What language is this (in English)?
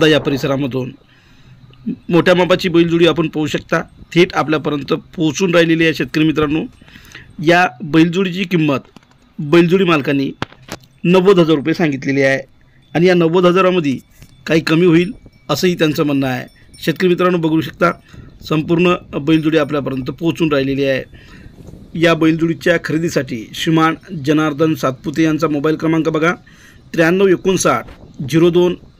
Marathi